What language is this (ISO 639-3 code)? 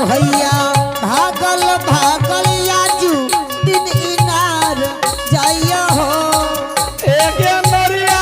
anp